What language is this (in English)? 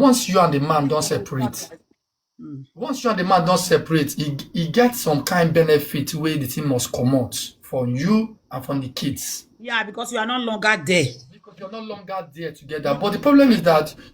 Nigerian Pidgin